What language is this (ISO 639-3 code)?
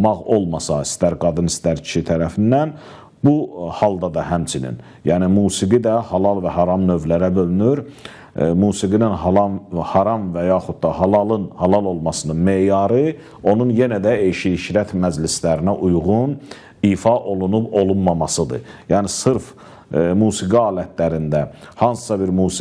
aze